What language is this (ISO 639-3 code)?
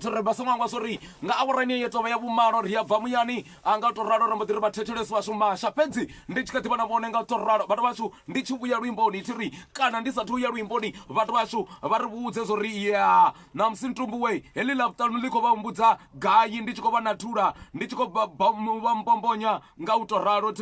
ven